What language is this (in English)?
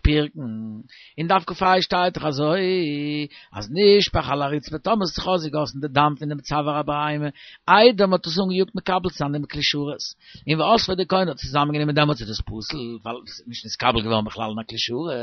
Yiddish